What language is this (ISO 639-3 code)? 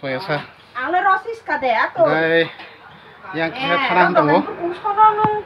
trp